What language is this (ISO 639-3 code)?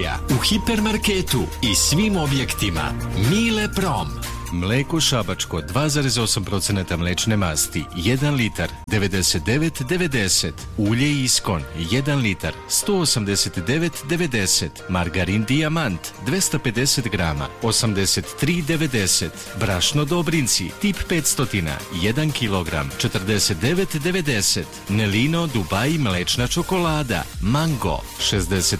srp